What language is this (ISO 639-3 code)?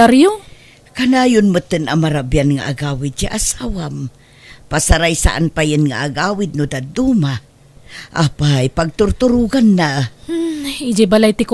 ilo